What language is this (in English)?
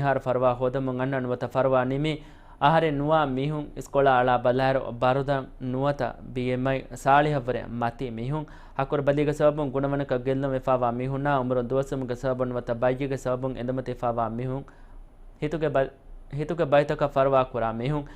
Divehi